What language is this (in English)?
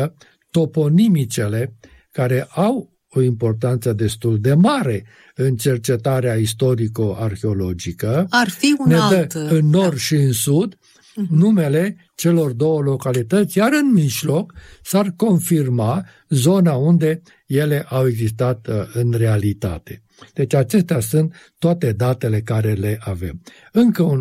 Romanian